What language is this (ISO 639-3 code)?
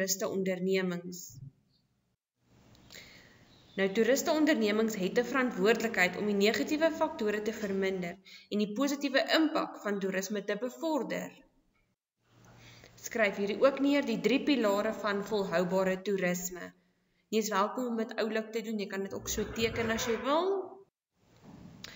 afr